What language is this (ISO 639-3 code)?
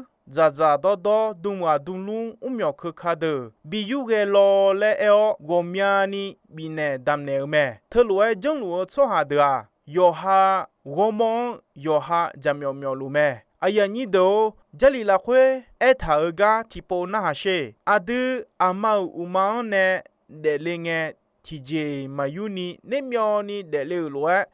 ahk